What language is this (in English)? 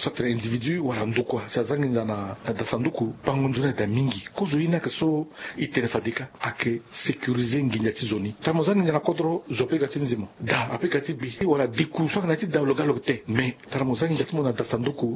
Sango